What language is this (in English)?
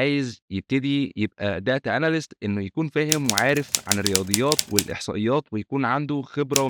Egyptian Arabic